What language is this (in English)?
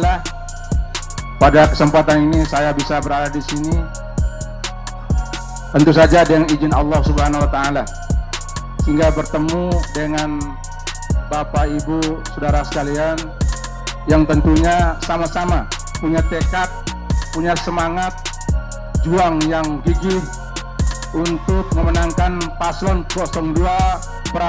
Indonesian